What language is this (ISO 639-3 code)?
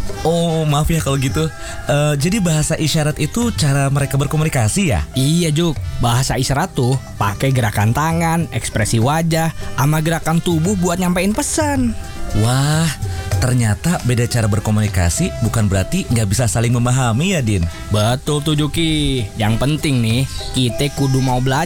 ind